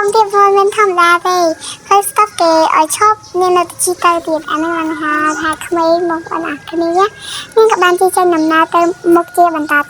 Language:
Khmer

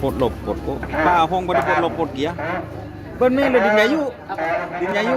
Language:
Madurese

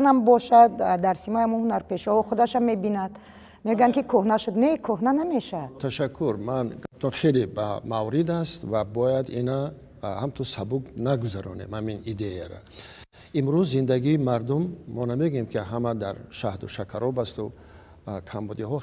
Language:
Tajik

